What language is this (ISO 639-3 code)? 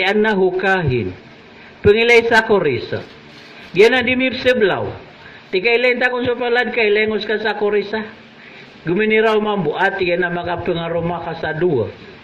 mrw